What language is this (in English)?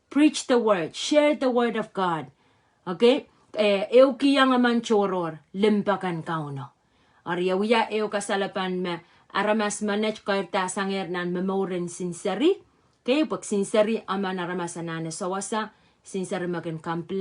Pohnpeian